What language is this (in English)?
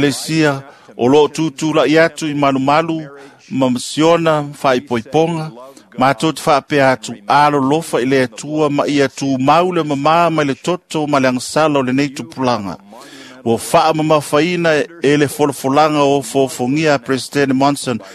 Samoan